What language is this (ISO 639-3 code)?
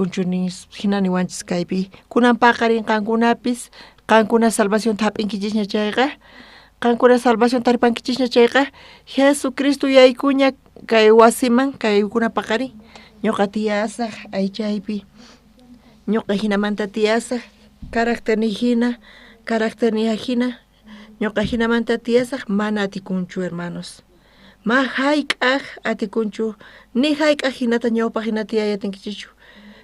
quh